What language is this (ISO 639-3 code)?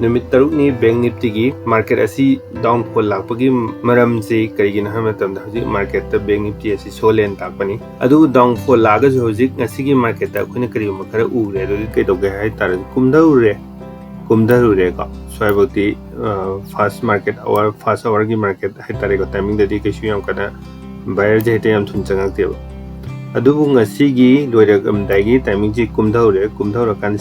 mni